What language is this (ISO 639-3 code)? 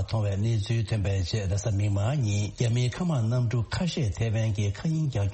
bod